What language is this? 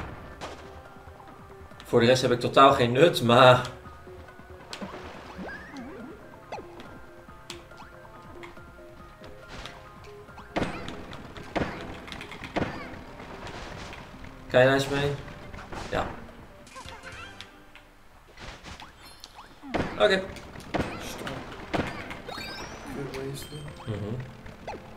Dutch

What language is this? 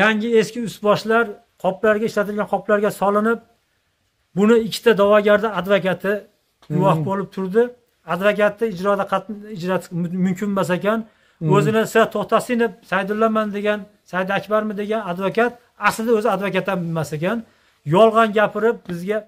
Uzbek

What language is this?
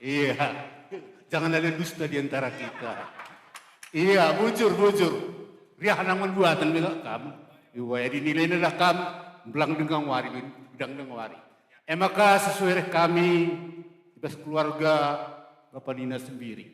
Batak Karo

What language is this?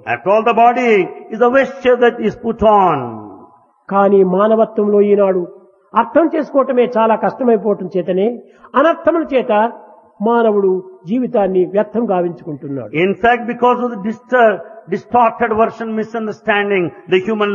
Telugu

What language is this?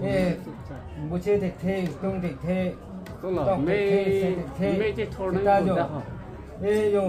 Karbi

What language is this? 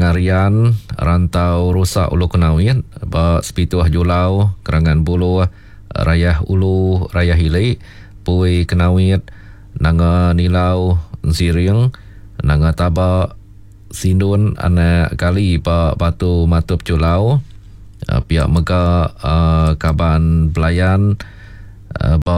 Iban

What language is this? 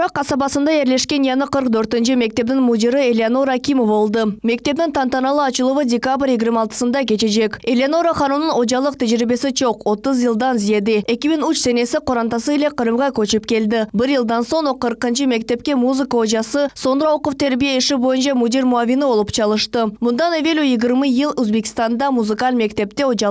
Crimean Tatar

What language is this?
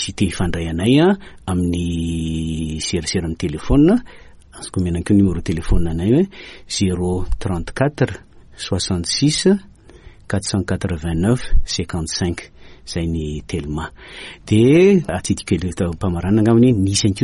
Malagasy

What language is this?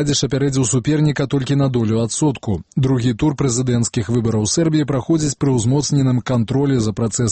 Belarusian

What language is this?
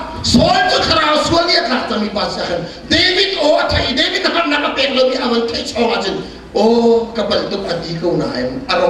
Hakha Chin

